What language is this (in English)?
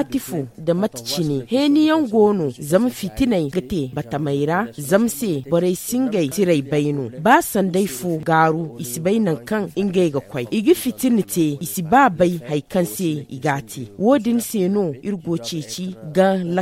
Zarma